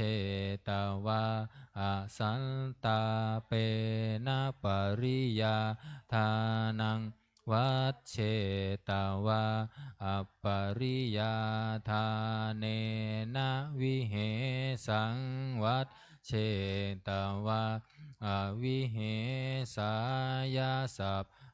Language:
Pali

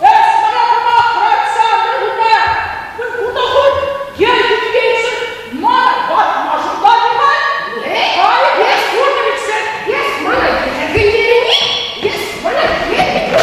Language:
Chuvash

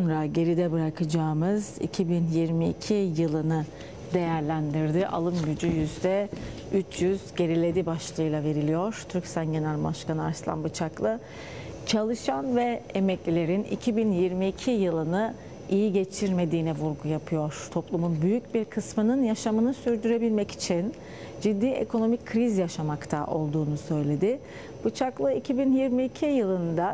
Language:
Turkish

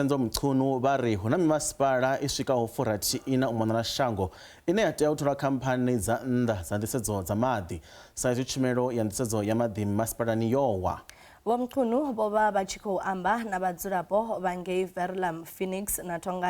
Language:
Venda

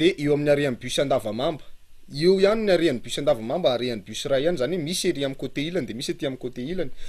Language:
Malagasy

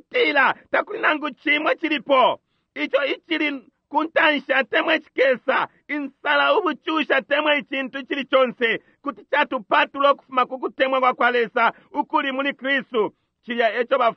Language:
Bemba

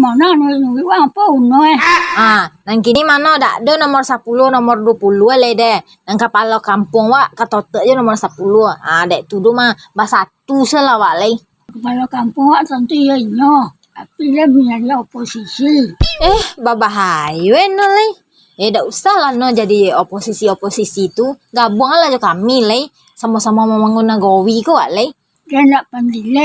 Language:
Minangkabau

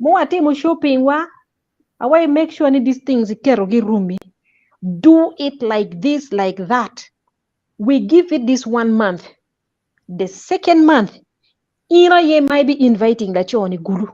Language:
Acoli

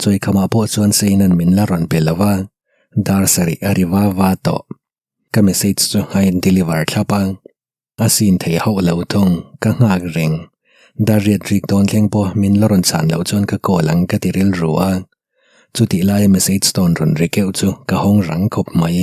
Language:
Mizo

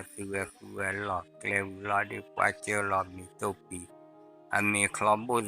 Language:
S'gaw Karen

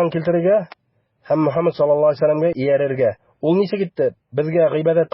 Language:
Bashkir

